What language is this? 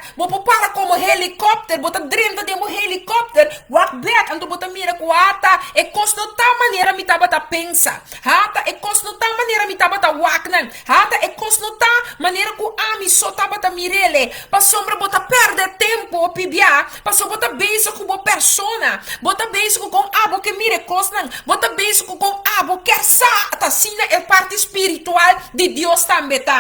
Papiamento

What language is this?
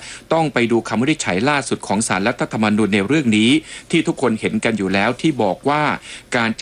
Thai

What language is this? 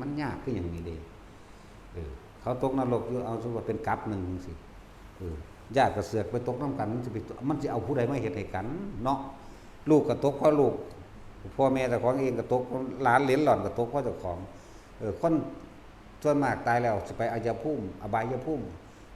Northeastern Thai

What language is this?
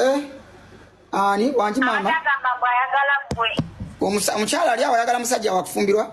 Ganda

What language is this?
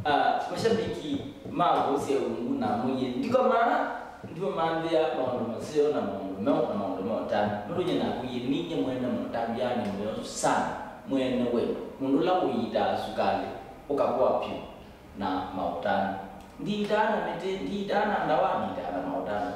Kamba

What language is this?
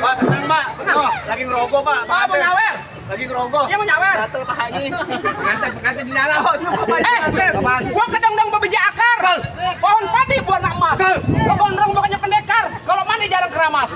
Betawi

